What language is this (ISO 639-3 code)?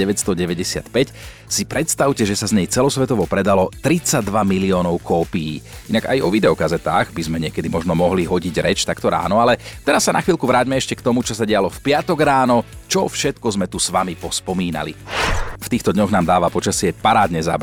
slk